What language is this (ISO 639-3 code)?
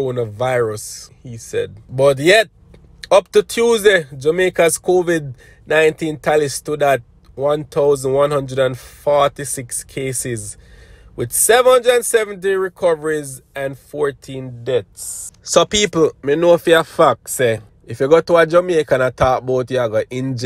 jam